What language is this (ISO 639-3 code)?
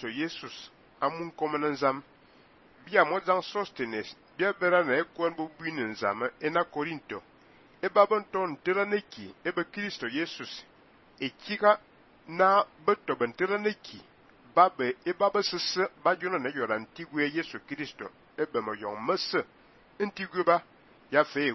fan